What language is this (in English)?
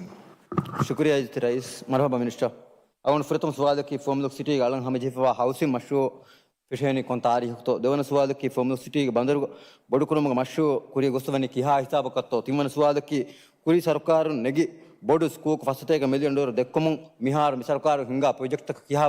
Divehi